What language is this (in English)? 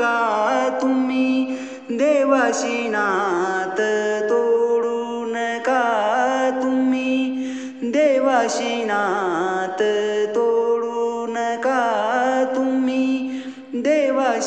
Marathi